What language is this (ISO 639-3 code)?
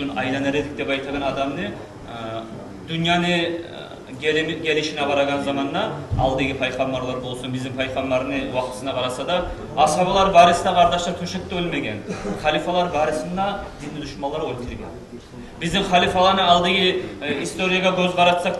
kum